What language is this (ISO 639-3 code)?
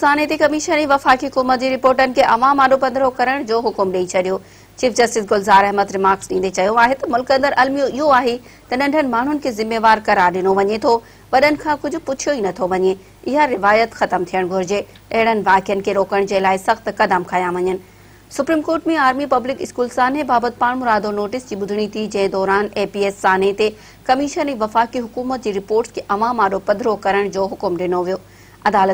snd